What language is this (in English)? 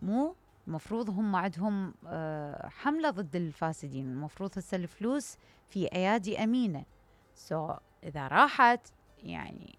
Mesopotamian Arabic